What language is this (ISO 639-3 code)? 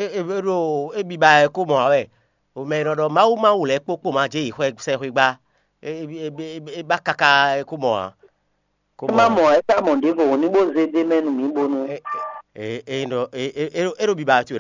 fon